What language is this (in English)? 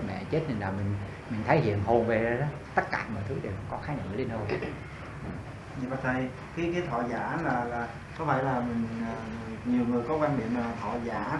Vietnamese